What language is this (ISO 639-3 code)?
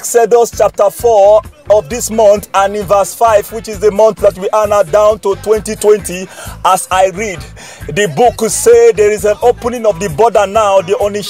pcm